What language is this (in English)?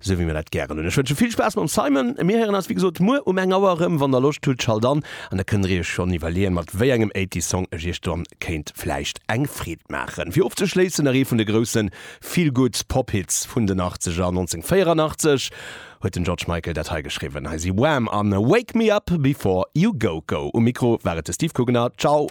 Luxembourgish